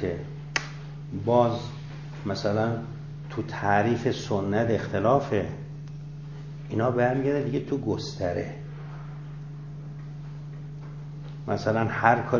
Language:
Persian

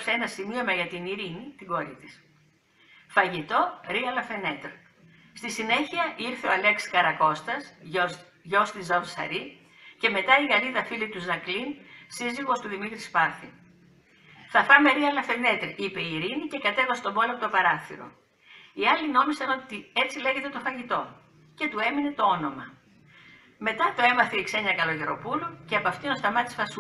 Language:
Greek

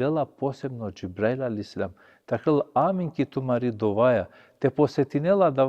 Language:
Balkan Romani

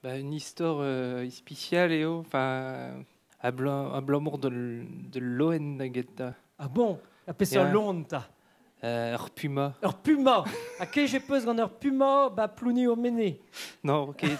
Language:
Breton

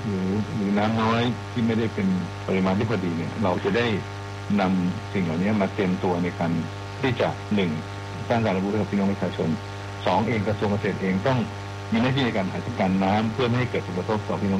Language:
Thai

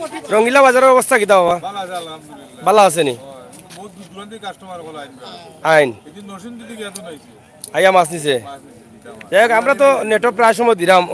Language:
Sylheti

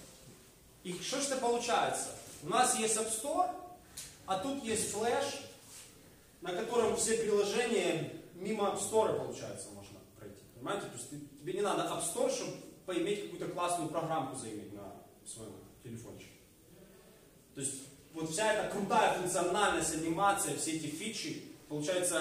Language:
Ukrainian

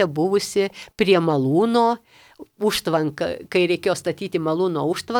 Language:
Lithuanian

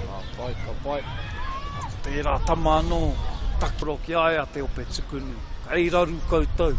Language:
Māori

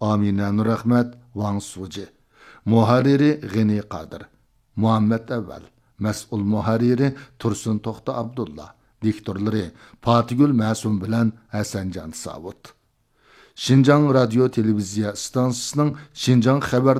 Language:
Uyghur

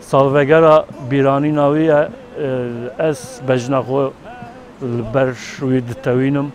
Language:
Kurdish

